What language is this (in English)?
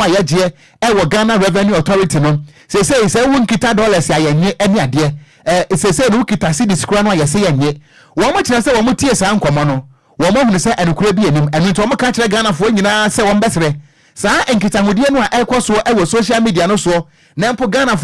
Akan